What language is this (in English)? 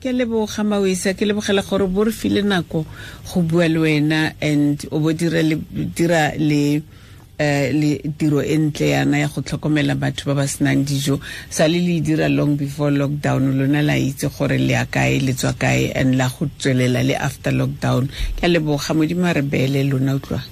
Tswana